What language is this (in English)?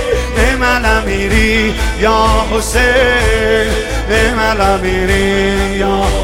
Persian